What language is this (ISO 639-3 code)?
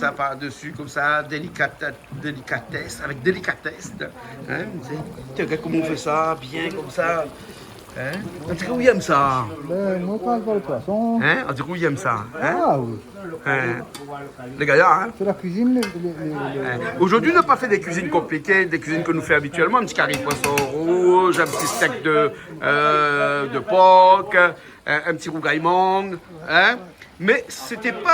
rcf